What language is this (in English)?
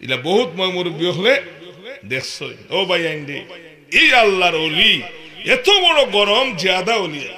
Sylheti